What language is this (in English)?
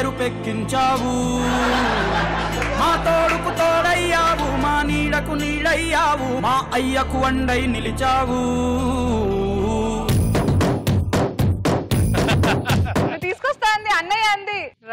Telugu